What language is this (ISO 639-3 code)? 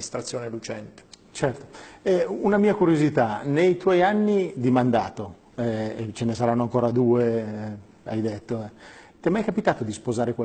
ita